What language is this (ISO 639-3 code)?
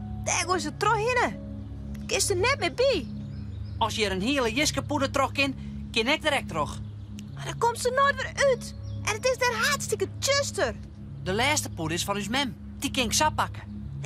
fry